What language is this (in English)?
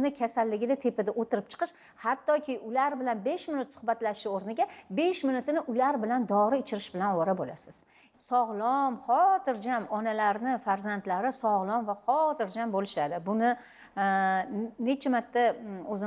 Uzbek